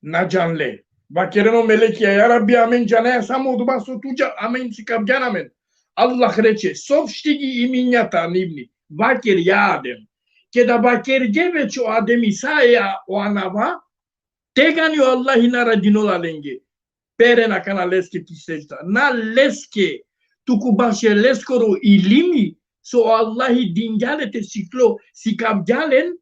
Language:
Balkan Romani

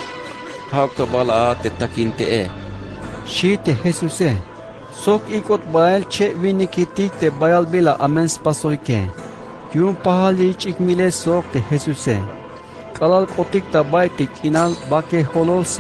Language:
Tzeltal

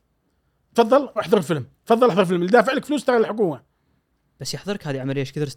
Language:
Gulf Arabic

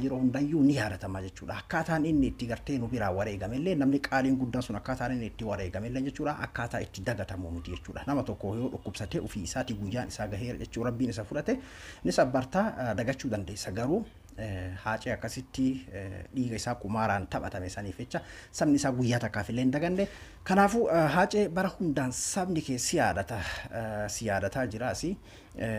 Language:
Oromo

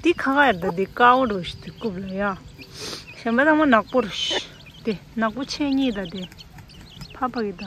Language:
Tibetan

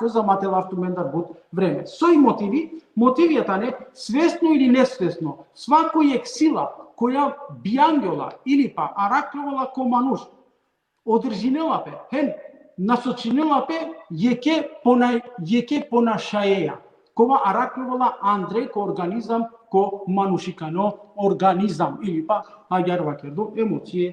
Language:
Balkan Romani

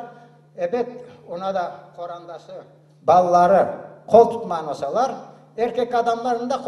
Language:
Crimean Tatar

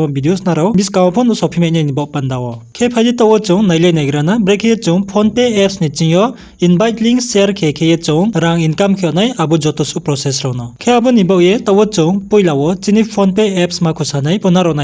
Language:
Riang (India)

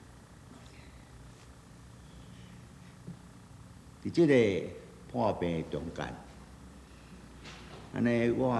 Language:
Min Nan Chinese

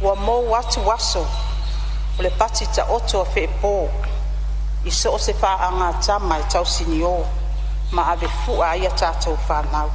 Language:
Samoan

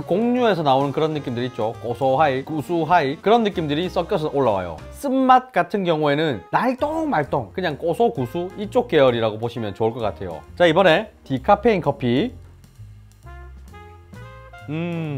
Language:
Korean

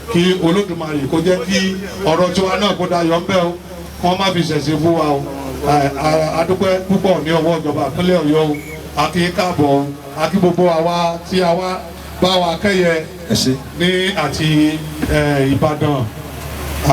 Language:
Yoruba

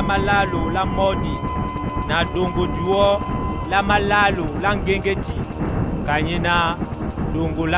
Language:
Duala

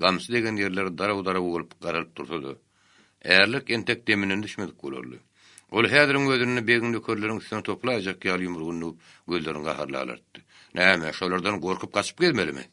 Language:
Turkmen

